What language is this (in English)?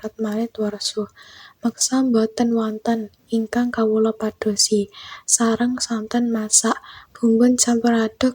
Javanese